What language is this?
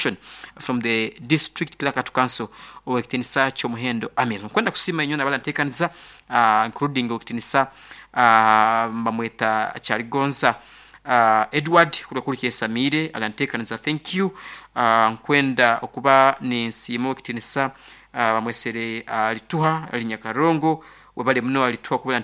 Nyoro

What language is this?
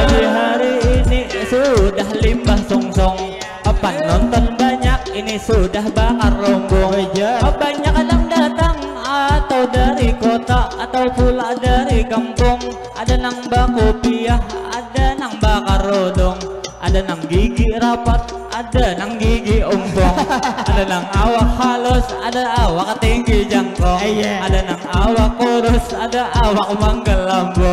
Banjar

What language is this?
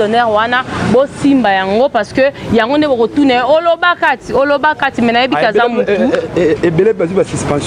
Lingala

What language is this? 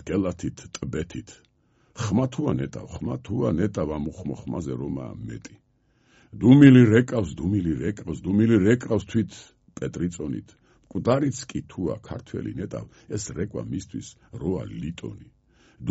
Georgian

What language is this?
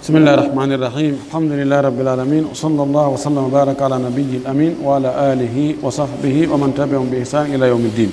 Pular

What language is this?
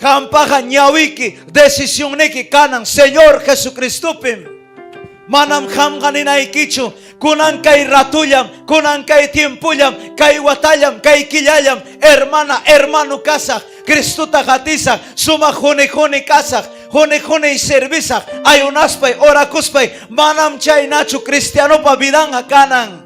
Ayacucho Quechua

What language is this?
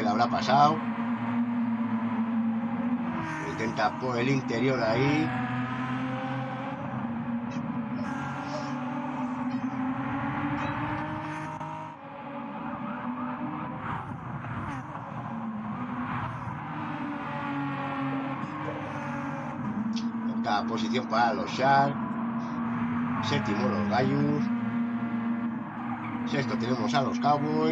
Spanish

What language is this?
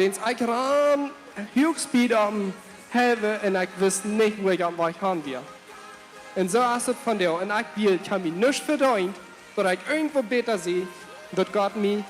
Plautdietsch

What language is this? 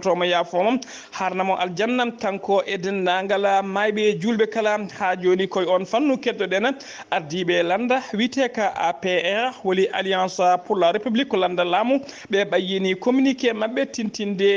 Fula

